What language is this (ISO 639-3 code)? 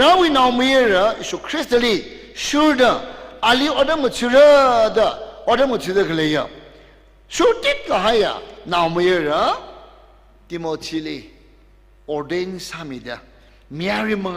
nmf